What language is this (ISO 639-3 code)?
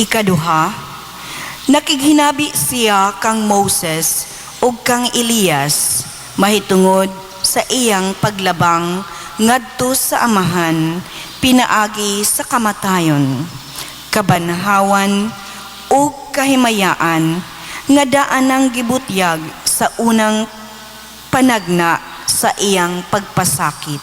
ceb